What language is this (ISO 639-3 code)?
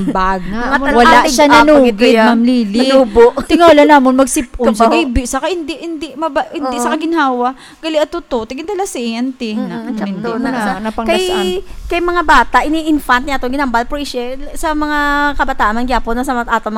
hil